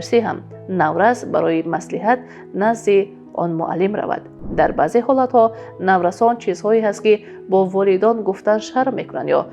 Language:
Tajik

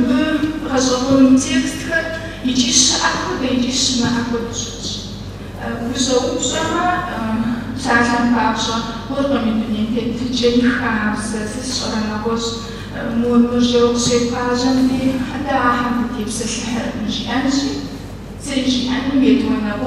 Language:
Kabardian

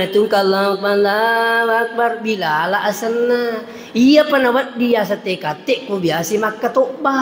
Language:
Buginese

